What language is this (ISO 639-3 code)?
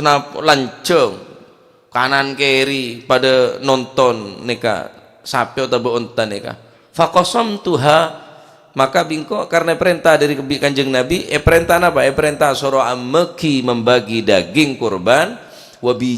mad